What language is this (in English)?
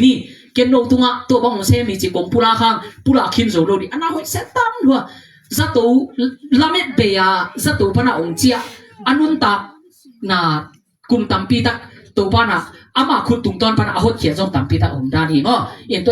Tedim Chin